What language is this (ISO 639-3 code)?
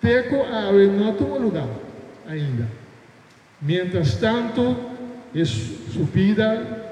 pap